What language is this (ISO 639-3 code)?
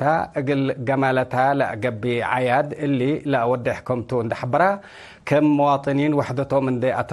tig